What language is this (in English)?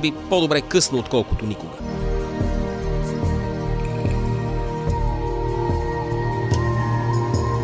Bulgarian